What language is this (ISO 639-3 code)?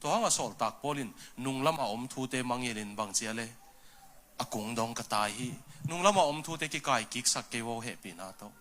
ctd